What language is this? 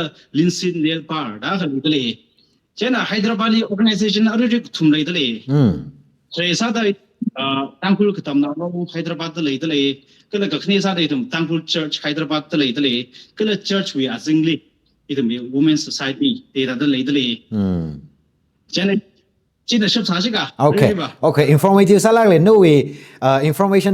Tangkhul Naga (India)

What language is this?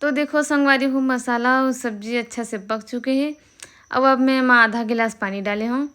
Chhattisgarhi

